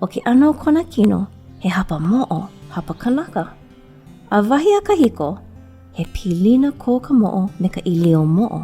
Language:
Hawaiian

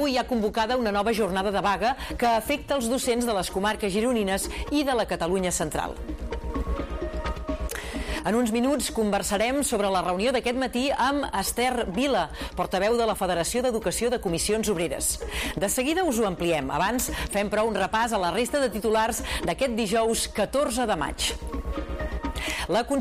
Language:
Catalan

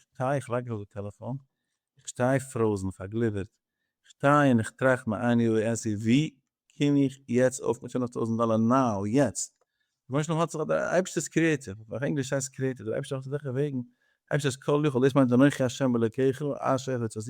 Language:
Yiddish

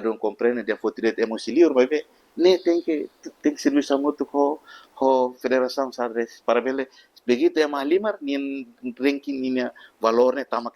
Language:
Tetum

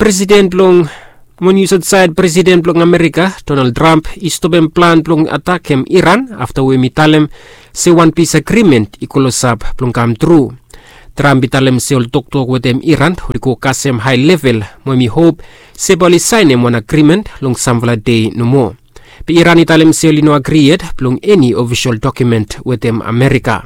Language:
Bislama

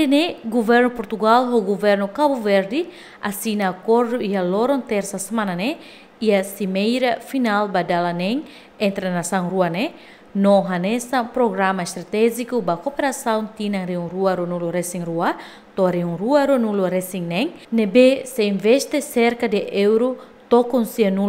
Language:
Tetum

